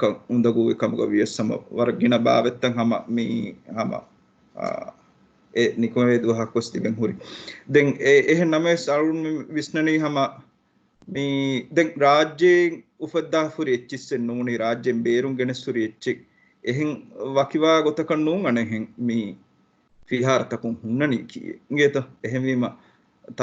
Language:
Divehi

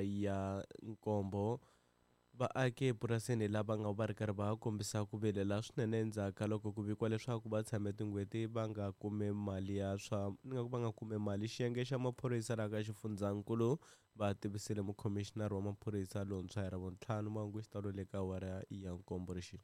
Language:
Tsonga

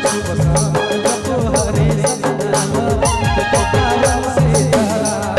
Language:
Sadri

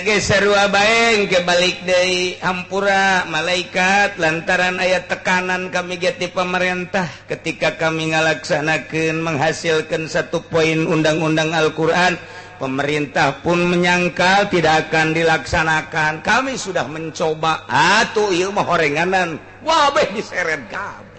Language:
Sundanese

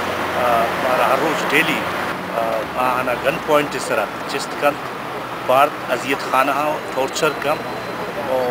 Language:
Baluchi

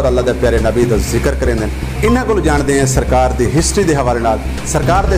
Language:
Saraiki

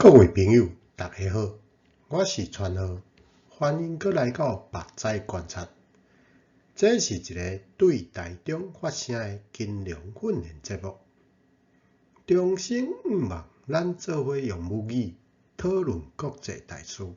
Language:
Min Nan Chinese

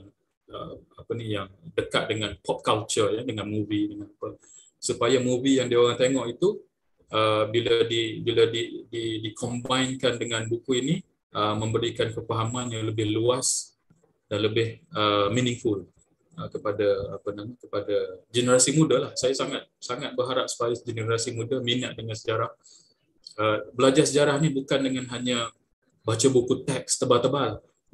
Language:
Malay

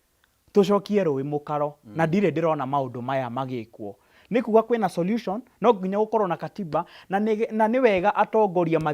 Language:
Kikuyu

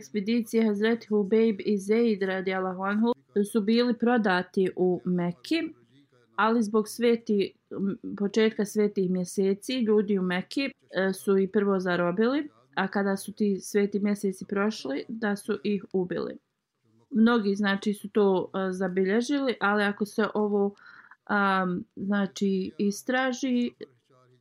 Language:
Bosnian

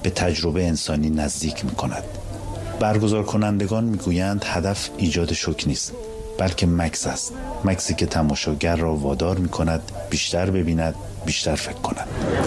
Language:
Persian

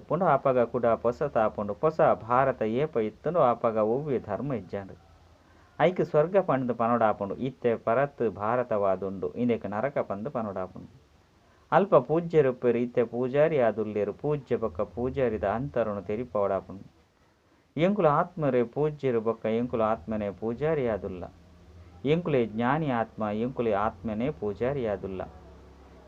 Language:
Tulu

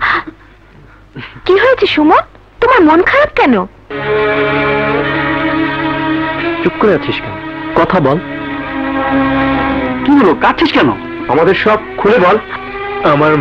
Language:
Bangla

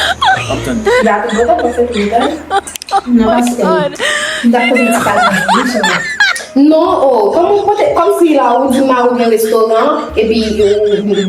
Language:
Haitian Creole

